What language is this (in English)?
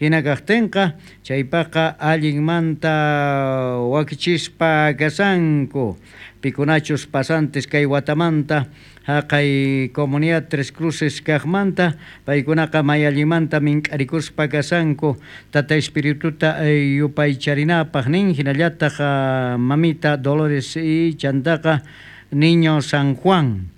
South Bolivian Quechua